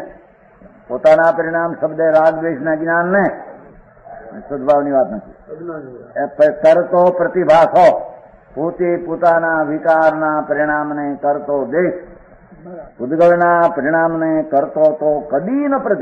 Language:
Gujarati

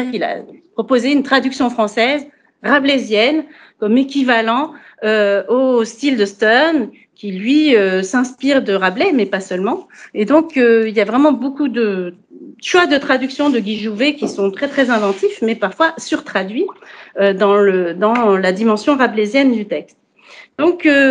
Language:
French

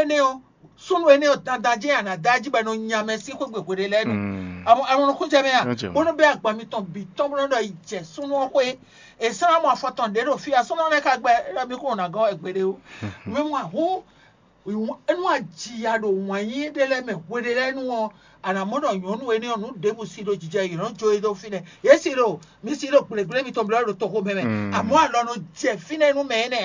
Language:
Fon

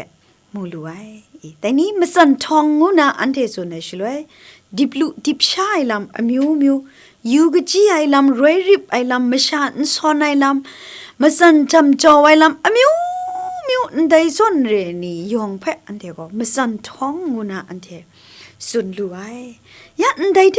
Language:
Kachin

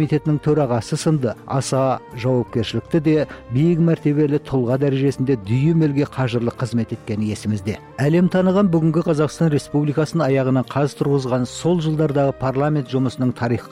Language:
Kazakh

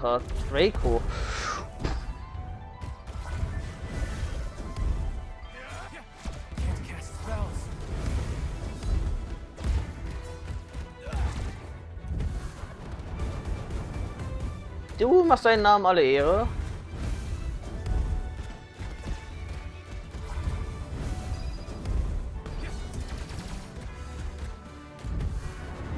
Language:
German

